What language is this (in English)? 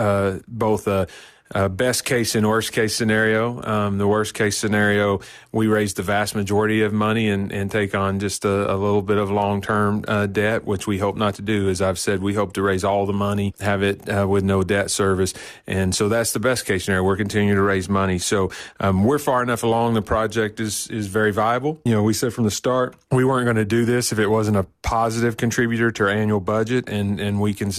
English